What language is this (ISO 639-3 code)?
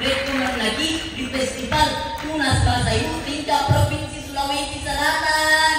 bug